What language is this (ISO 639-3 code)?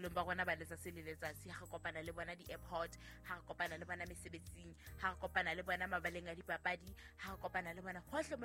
sot